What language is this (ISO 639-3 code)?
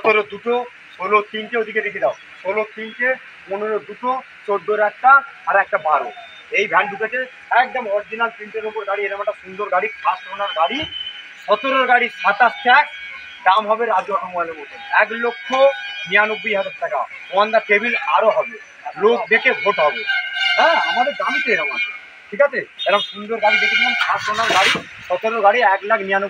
ben